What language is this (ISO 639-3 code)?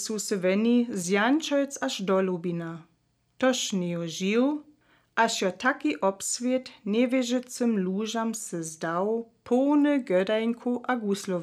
dsb